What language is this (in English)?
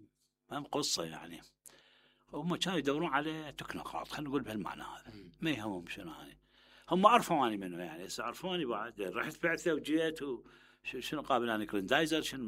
Mesopotamian Arabic